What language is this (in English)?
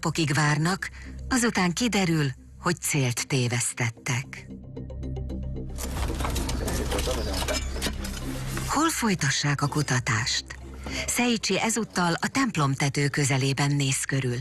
Hungarian